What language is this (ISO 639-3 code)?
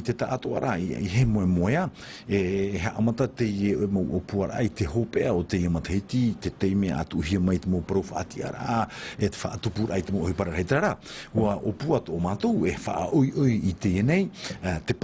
tah